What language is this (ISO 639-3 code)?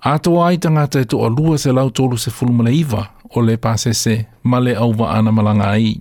smo